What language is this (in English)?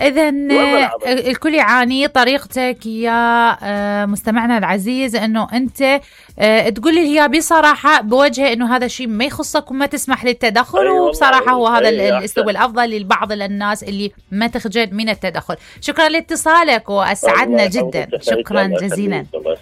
Mesopotamian Arabic